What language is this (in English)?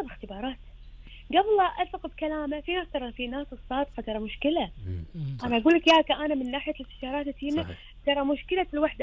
Gulf Arabic